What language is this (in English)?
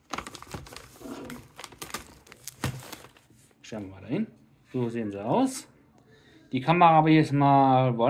German